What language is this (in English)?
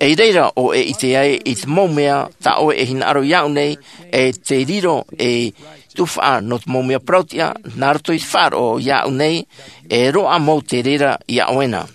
Tahitian